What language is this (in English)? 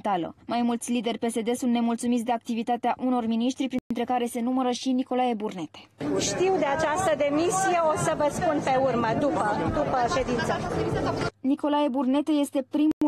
Romanian